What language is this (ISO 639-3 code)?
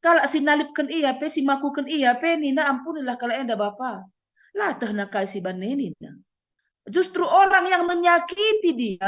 btx